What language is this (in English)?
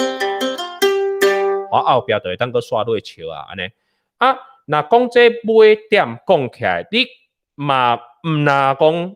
Min Nan Chinese